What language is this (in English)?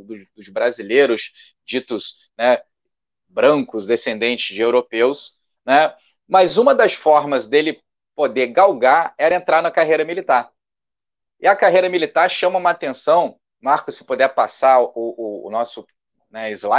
Portuguese